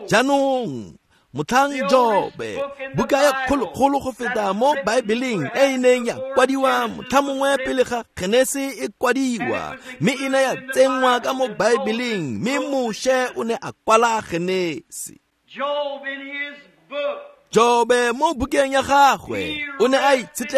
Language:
Tswana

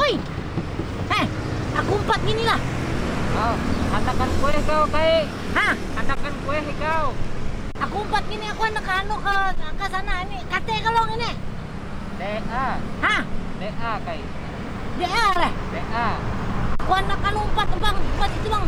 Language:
Banjar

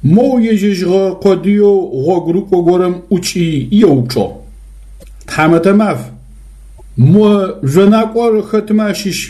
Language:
Adyghe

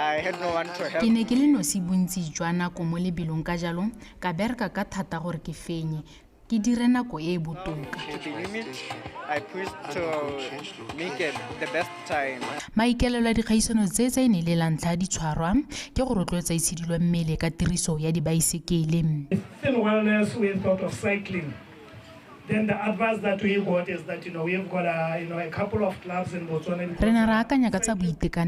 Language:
Tswana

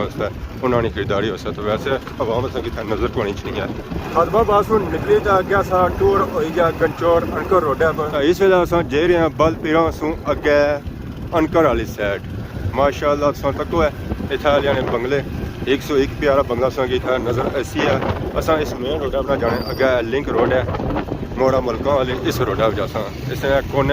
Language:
Pahari-Potwari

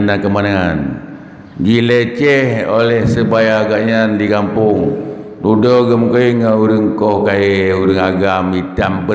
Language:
Achinese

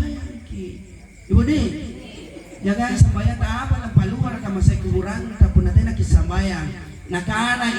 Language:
Makasar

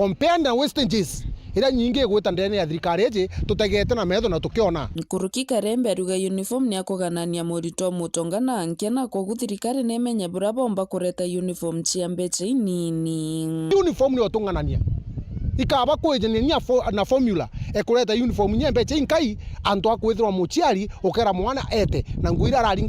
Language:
Meru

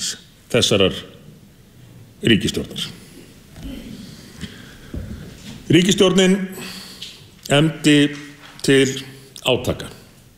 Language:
Icelandic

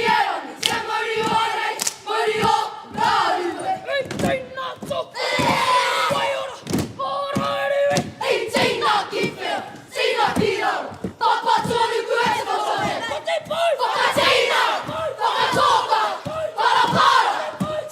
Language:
Māori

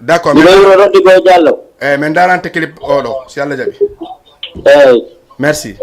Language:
Fula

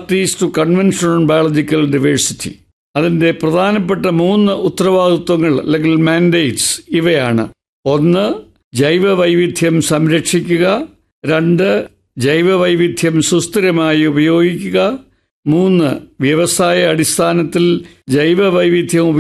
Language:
Malayalam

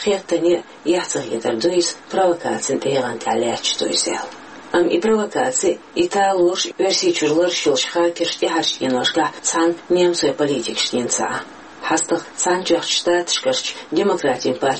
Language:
Chechen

